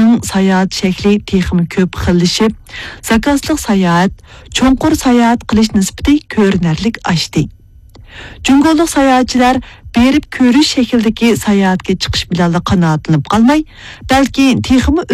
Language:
Uyghur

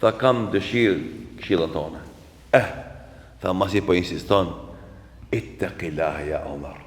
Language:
Albanian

